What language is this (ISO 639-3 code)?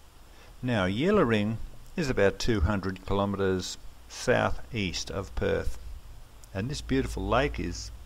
eng